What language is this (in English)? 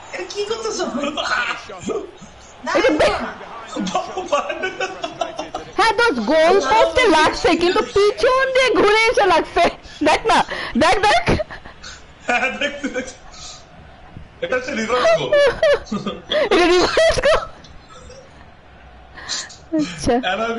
Bangla